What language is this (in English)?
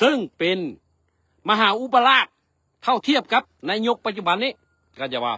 Lao